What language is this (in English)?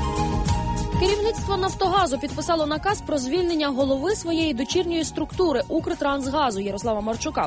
Ukrainian